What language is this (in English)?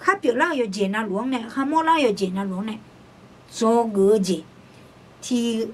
Akha